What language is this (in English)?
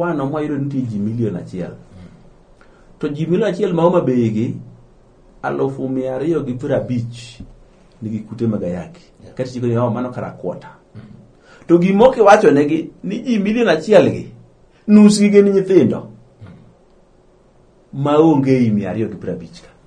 Luo (Kenya and Tanzania)